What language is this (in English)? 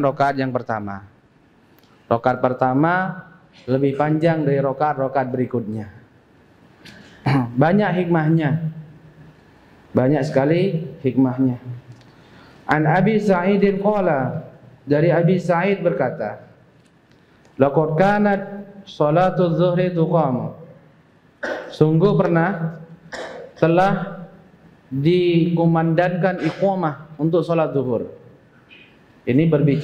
Indonesian